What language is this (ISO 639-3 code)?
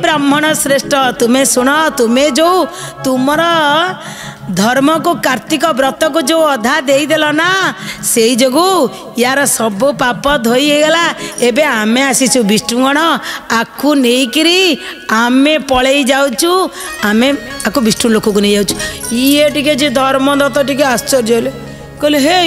ori